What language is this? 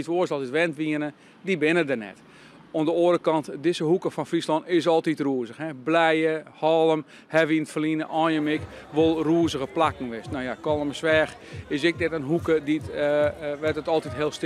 Western Frisian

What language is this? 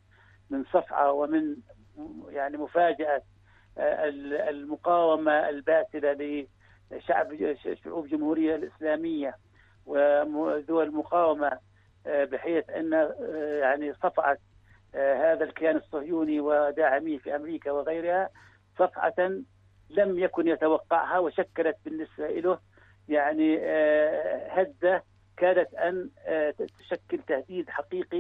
Arabic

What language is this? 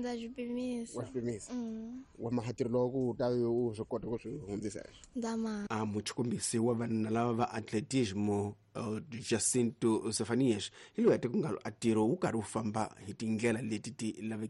Tsonga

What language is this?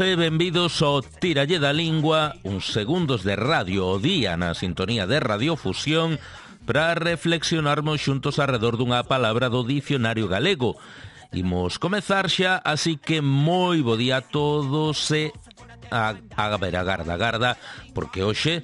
Galician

